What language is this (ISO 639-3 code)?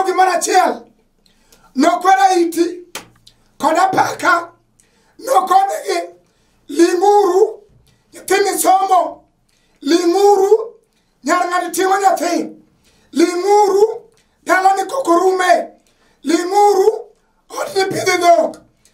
luo